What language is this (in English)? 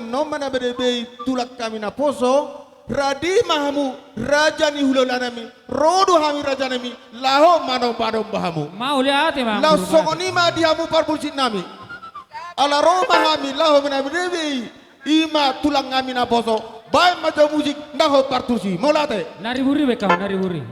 Batak Toba